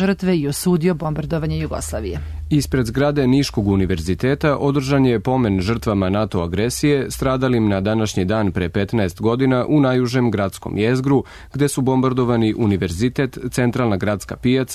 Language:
Serbian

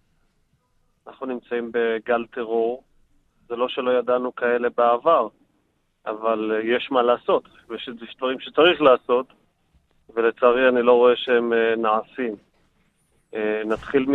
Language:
Hebrew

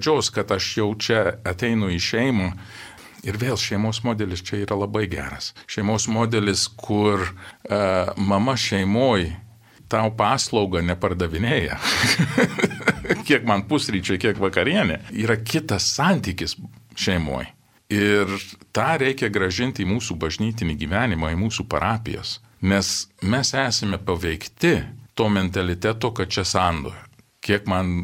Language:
Lithuanian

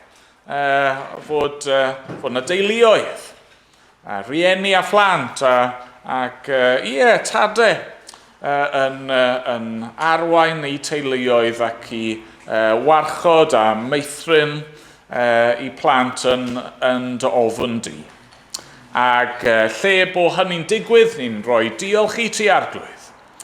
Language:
Welsh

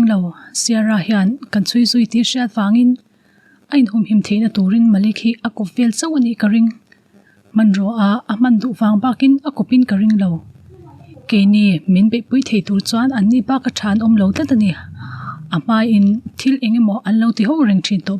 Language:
Mizo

